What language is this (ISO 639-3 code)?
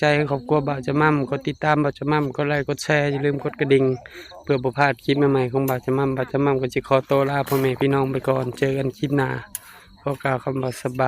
tts